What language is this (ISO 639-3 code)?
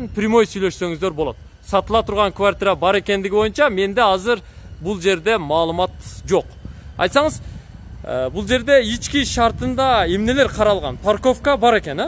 kir